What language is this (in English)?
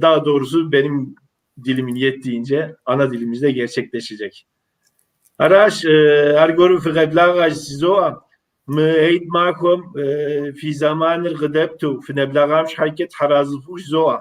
Kabardian